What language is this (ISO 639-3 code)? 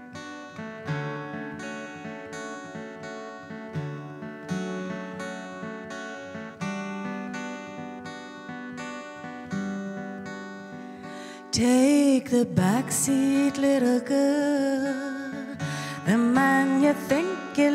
eng